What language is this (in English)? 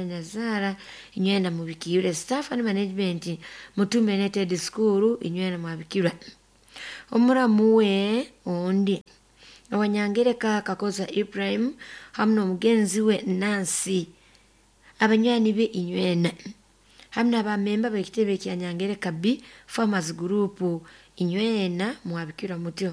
Nyoro